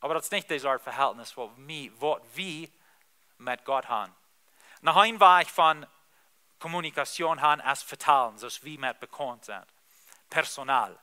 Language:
Plautdietsch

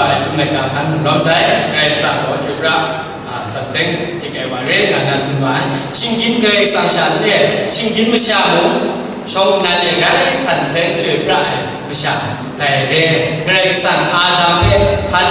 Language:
Kachin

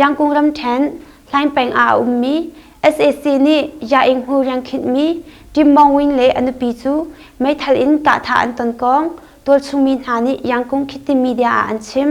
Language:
Hakha Chin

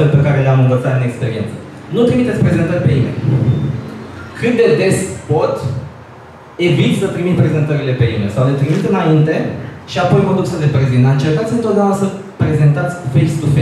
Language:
Romanian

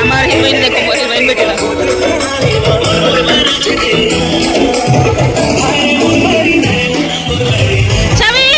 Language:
Chhattisgarhi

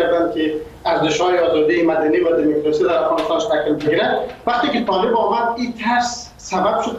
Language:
Persian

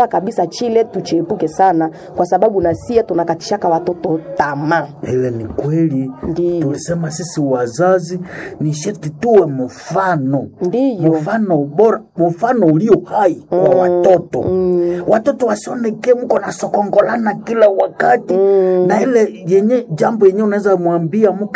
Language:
Swahili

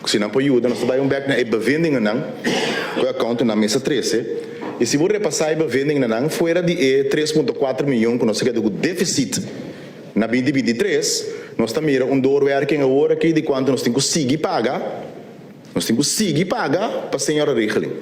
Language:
Papiamento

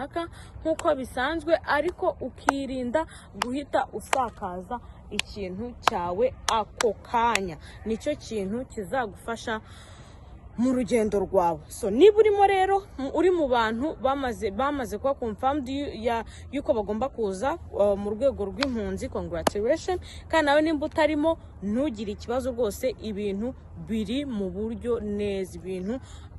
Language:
Kinyarwanda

